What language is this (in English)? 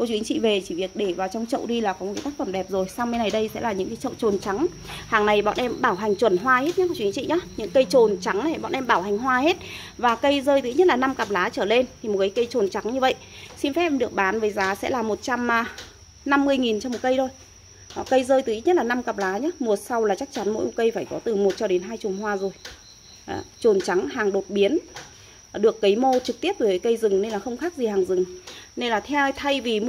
Vietnamese